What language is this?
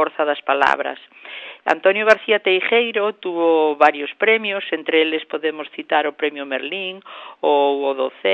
Galician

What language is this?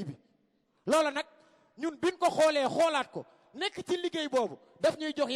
Wolof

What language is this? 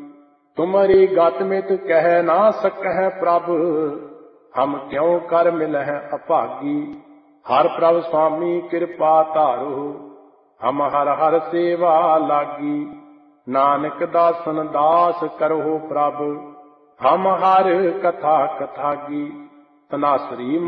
Punjabi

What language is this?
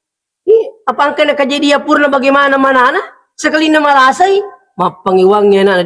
Buginese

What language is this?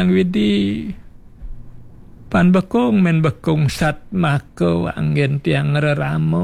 Balinese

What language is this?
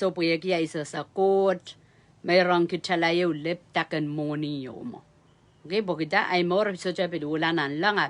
Pohnpeian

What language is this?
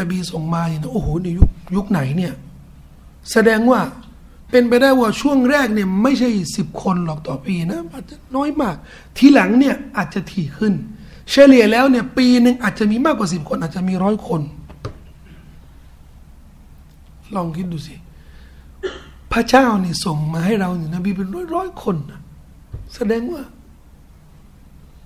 Thai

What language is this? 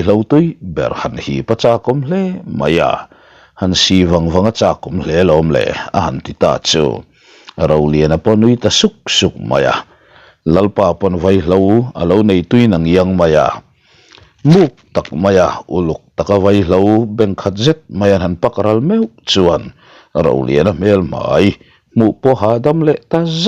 Mizo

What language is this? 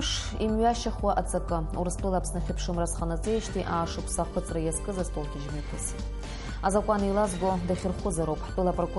Abkhazian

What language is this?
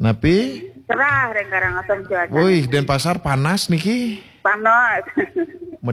Balinese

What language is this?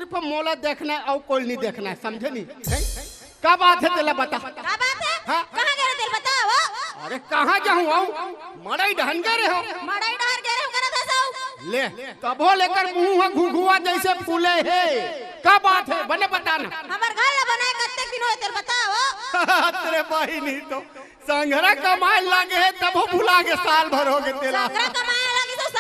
Chhattisgarhi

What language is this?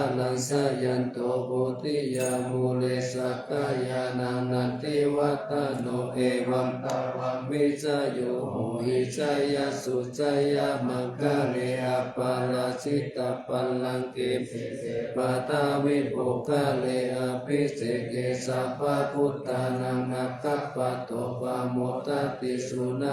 Pali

